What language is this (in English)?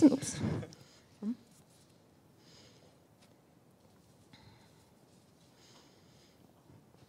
German